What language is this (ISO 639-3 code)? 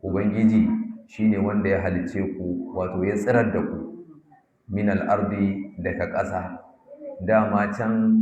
hau